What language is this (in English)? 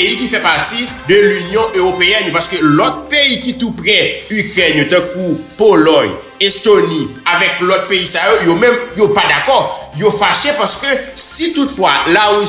Haitian Creole